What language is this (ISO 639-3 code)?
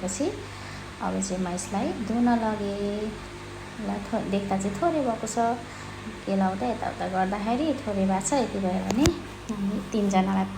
nep